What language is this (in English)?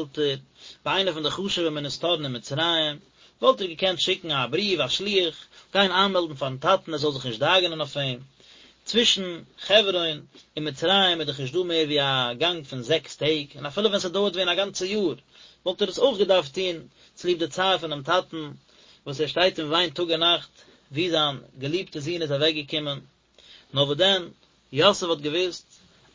Yiddish